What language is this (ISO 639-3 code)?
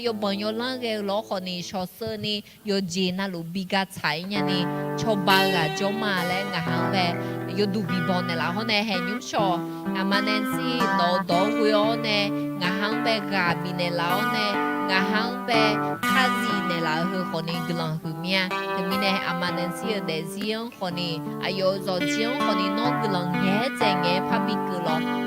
ahk